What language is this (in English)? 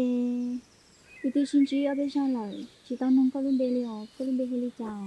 Hmong